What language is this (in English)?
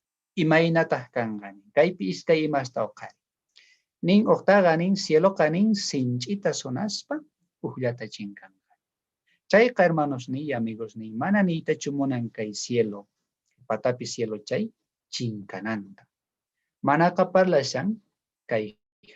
South Bolivian Quechua